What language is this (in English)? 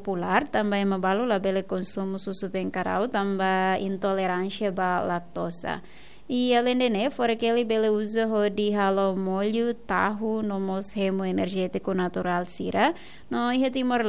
Tetum